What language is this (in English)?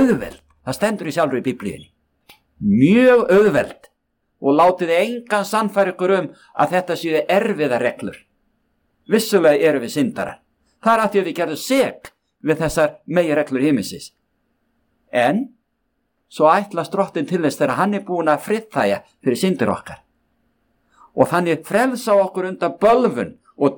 Icelandic